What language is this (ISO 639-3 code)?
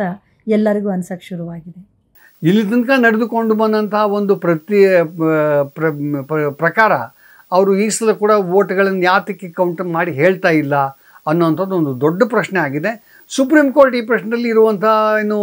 kan